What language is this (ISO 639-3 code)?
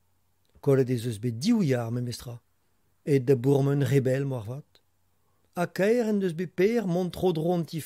bre